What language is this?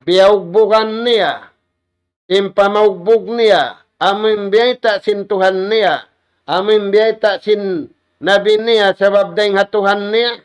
Tausug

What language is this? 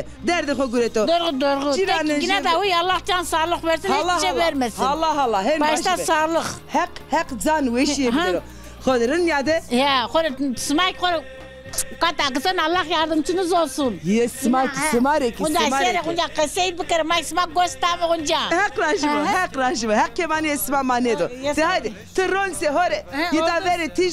Zaza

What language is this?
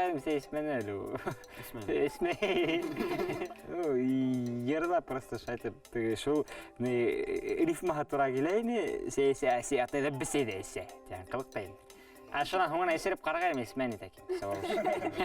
Bashkir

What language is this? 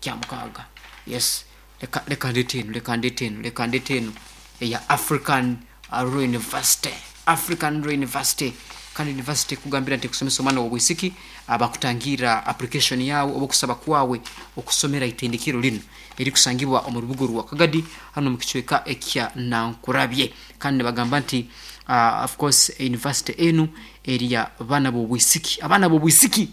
Nyankole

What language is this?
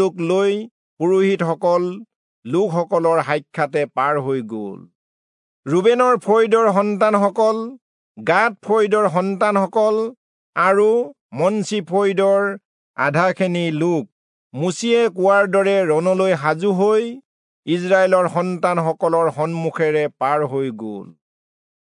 Assamese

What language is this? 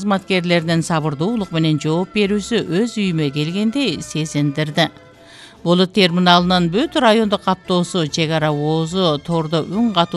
Kyrgyz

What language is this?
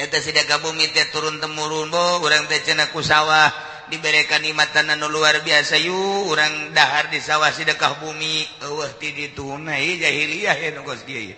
Sundanese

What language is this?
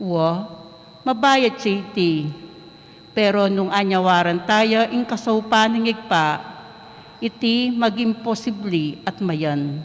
Pampanga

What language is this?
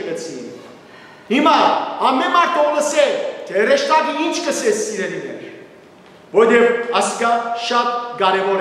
Western Armenian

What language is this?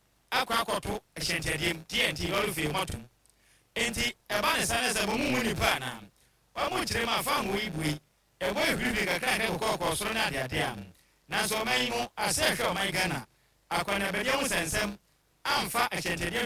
Akan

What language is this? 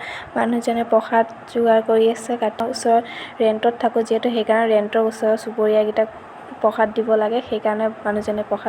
Assamese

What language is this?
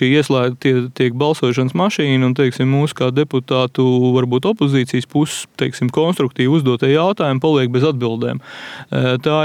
Latvian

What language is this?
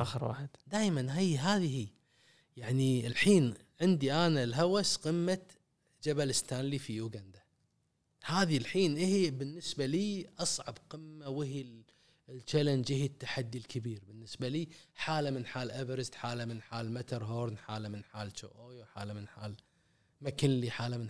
Gulf Arabic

